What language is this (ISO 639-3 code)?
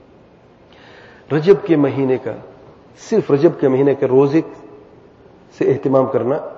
urd